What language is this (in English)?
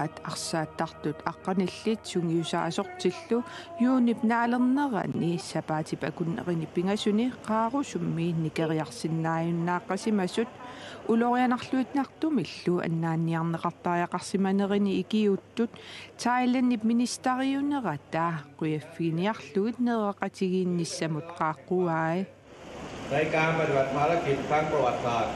Kalaallisut